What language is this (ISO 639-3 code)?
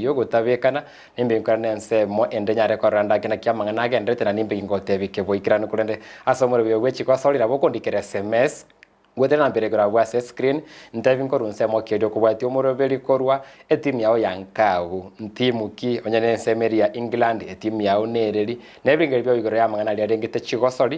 guz